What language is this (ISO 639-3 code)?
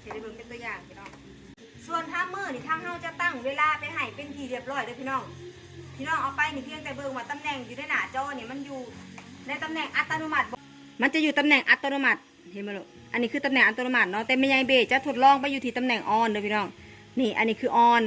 tts